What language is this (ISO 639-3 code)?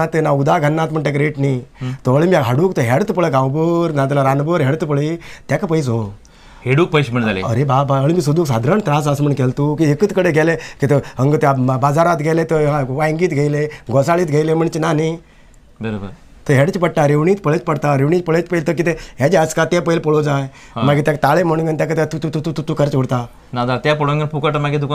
kok